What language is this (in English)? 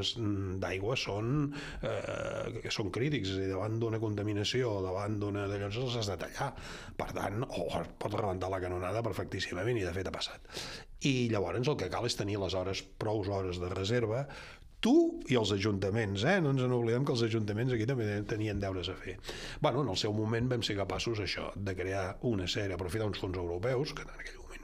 Catalan